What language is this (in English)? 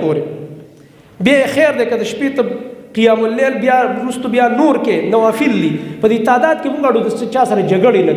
Pashto